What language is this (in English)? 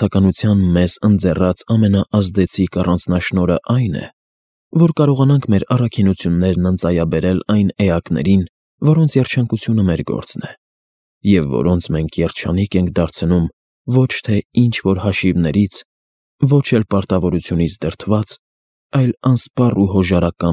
Armenian